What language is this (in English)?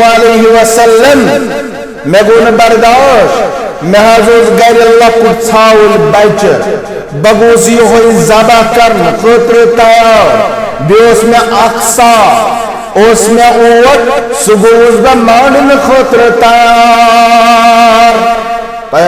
Kashmiri